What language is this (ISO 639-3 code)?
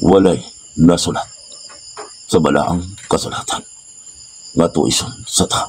ceb